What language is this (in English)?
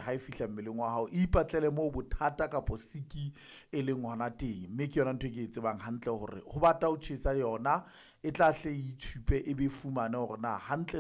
Southern Sotho